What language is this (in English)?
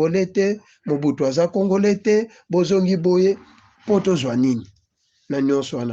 Lingala